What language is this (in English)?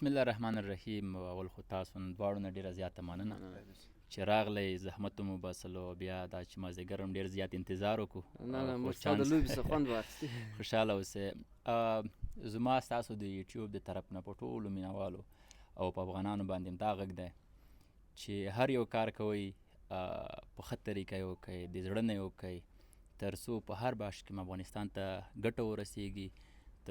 Pashto